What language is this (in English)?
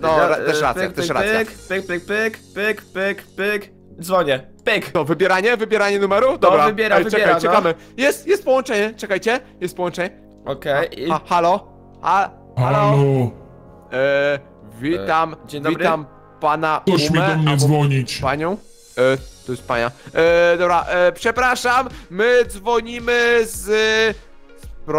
Polish